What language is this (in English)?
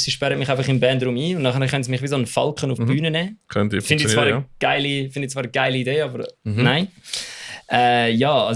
Swiss German